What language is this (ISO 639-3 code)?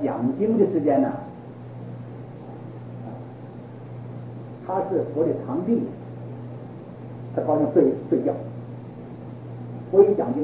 zho